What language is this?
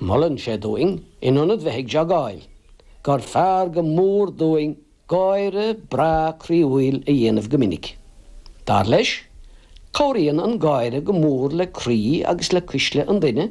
Irish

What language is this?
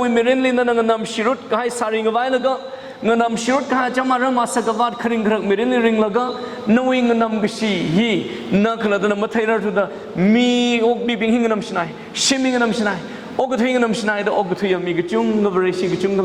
Tangkhul Naga (India)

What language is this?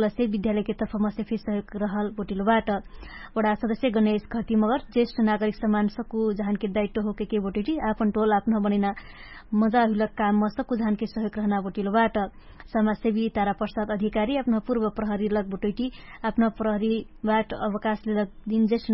Dangaura Tharu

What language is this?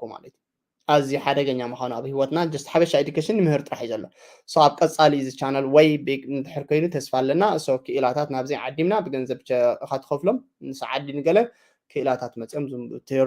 Tigrinya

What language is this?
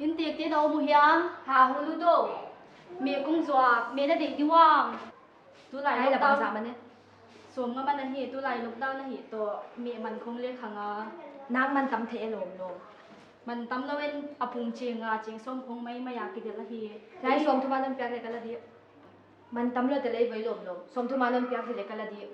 Paite Chin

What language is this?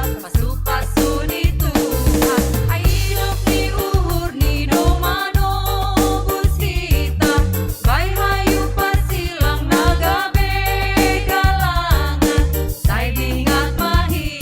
Batak Simalungun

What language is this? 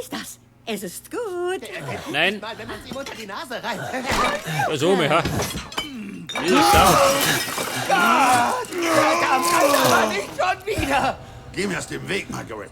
Bavarian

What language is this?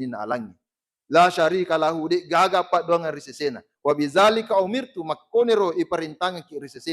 Buginese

